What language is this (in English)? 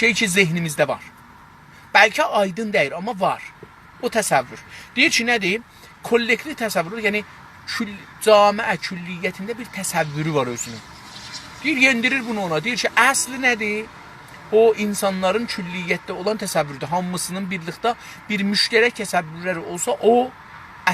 South Azerbaijani